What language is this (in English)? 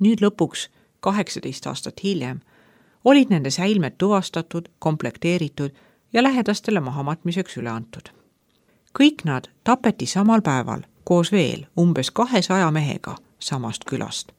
Estonian